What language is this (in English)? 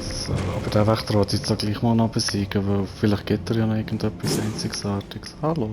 Swiss German